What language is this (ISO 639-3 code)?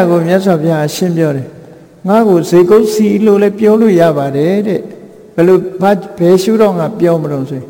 mya